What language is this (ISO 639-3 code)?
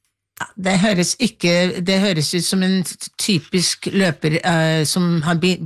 nor